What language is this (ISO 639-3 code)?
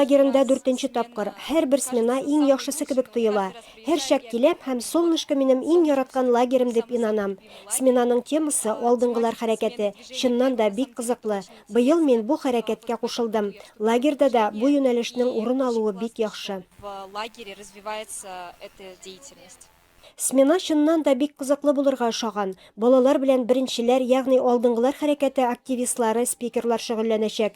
tat